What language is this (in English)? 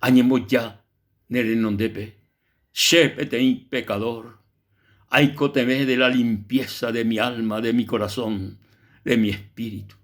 Guarani